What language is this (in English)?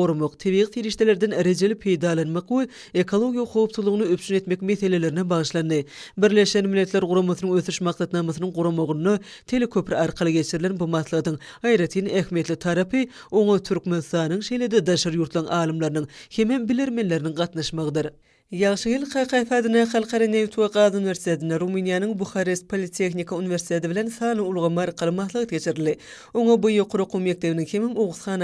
Turkmen